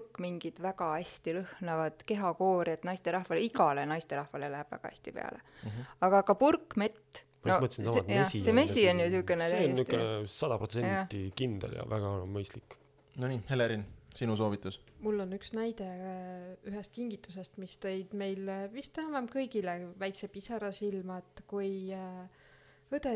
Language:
Estonian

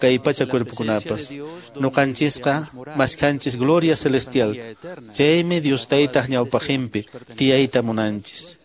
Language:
Quechua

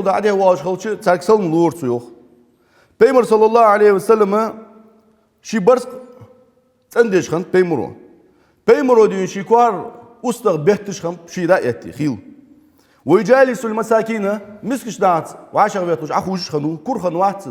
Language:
Ingush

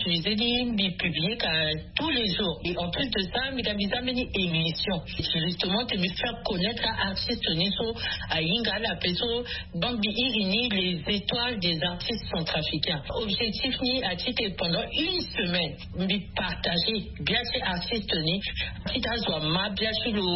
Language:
Sango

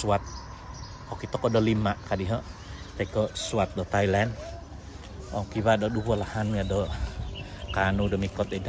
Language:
Central Dusun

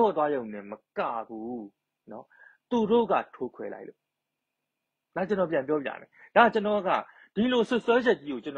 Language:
Burmese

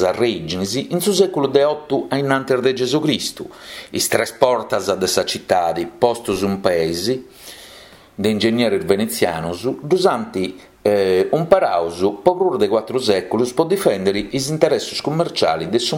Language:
Sardinian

